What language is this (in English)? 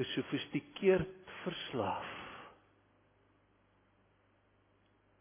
Afrikaans